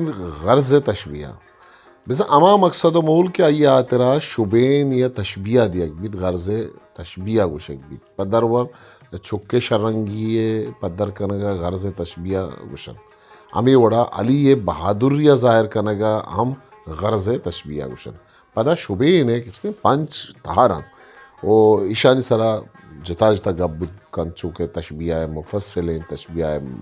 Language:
Eastern Balochi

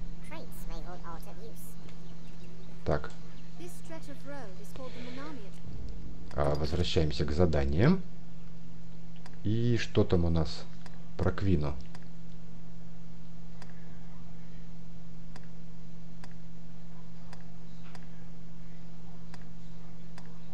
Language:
Russian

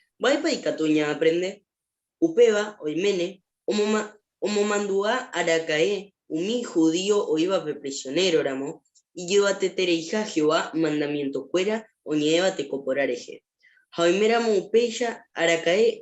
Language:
Guarani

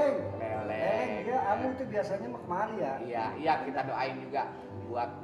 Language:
Betawi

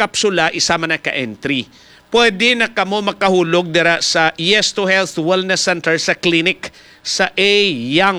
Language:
Hiligaynon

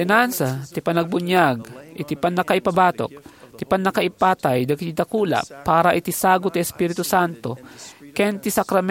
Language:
Iloko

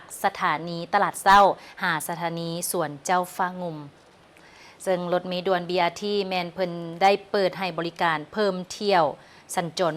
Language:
Lao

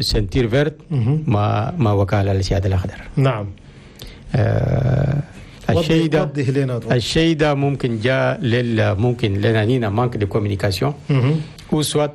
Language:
Chadian Arabic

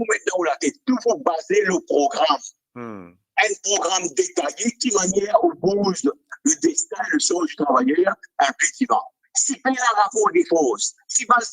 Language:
Morisyen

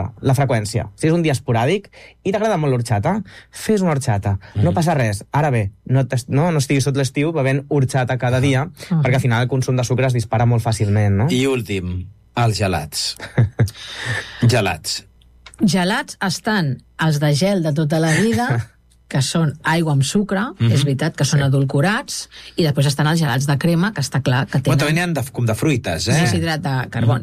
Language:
Catalan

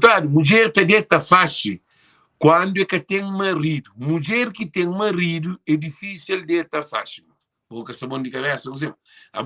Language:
Kabuverdianu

